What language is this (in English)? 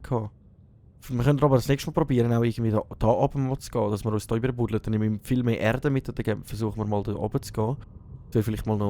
Swiss German